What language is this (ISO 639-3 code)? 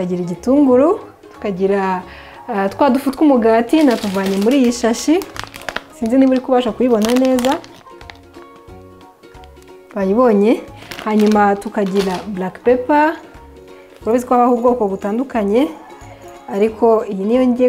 kin